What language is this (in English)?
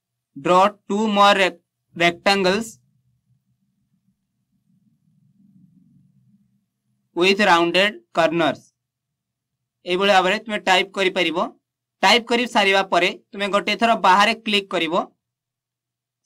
Odia